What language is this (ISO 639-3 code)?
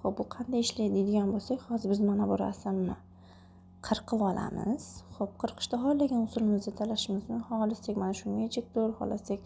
uzb